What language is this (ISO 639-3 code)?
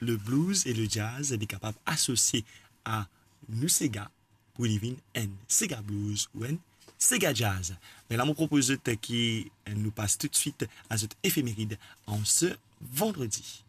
mfe